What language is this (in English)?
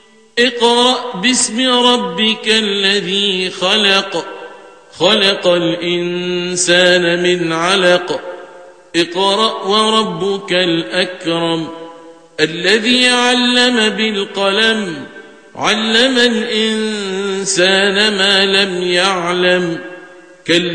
Arabic